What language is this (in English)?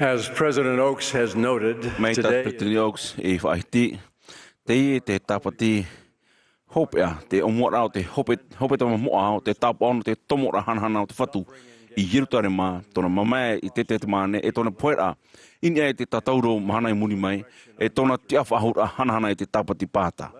Tahitian